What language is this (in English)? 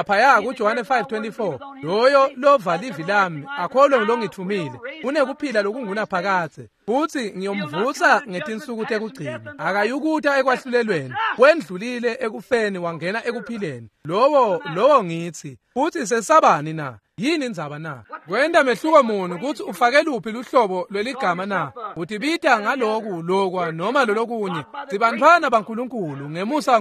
Swati